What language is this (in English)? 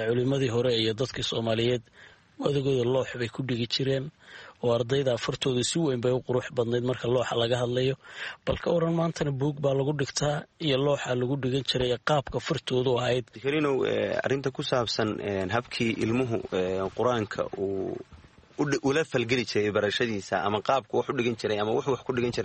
Somali